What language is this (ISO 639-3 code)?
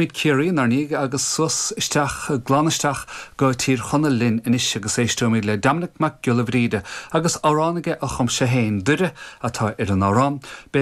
gle